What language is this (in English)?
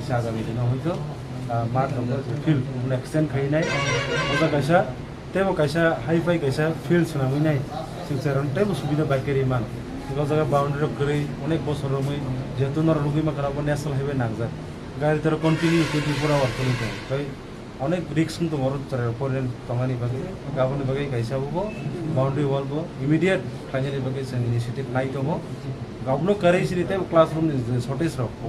Kok Borok